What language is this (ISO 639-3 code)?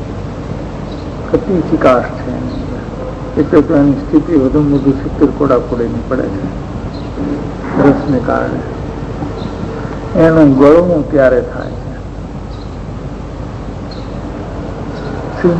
guj